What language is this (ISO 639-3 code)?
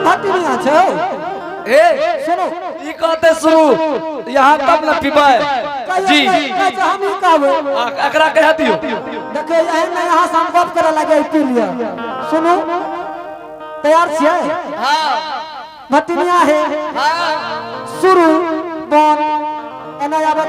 anp